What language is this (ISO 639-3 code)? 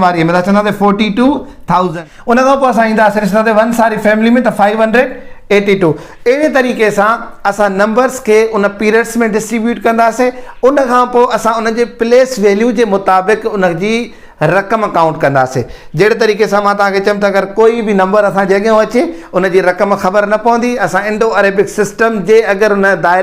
snd